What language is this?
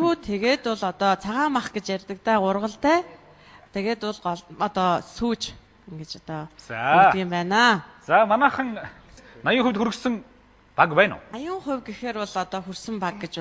Mongolian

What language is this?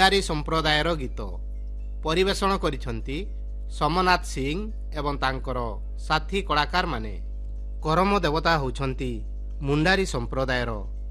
Odia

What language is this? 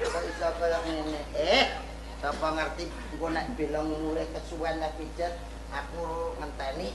Javanese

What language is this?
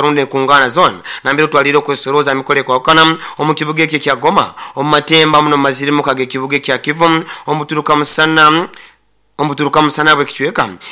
Nyoro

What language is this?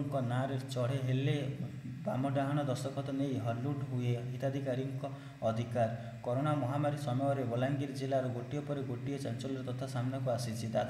Odia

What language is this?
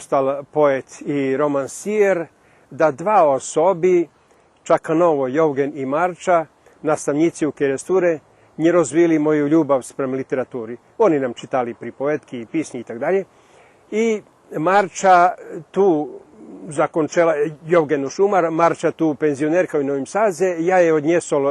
Rusyn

